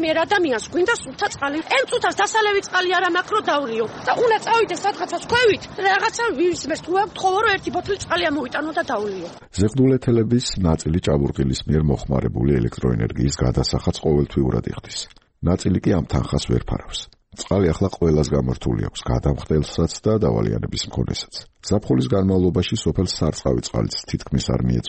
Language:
Georgian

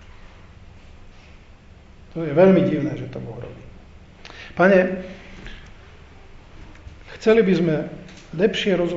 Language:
Slovak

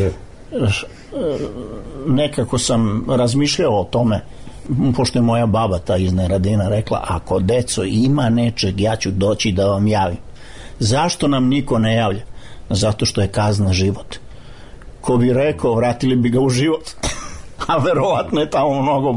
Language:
Serbian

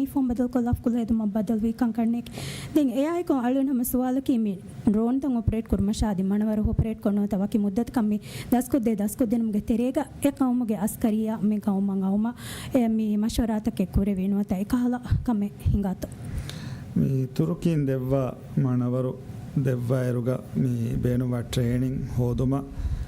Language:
Divehi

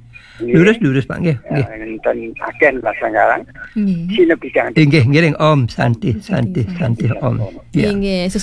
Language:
Balinese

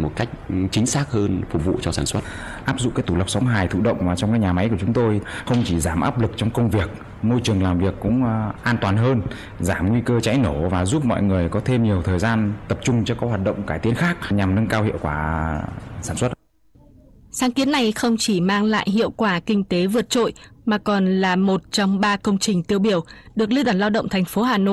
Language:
Vietnamese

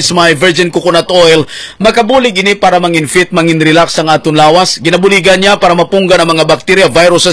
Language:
Hiligaynon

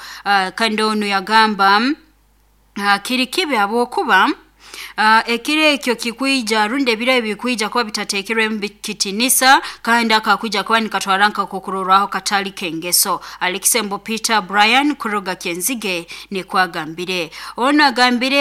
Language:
Nyoro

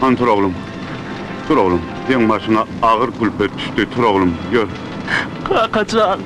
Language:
Turkmen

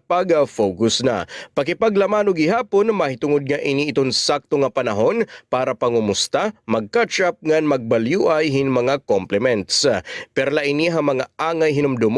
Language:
Waray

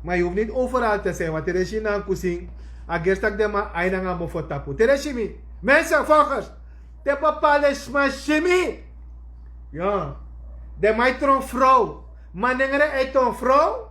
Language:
Sranan Tongo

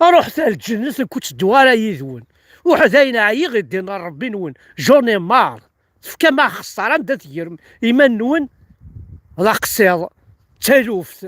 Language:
Kabyle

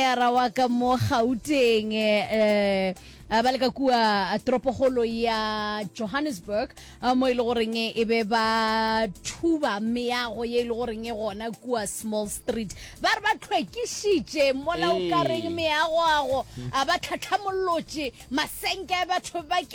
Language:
Northern Sotho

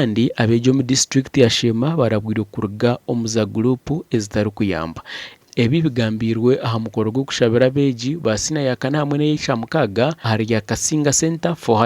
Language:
Nyankole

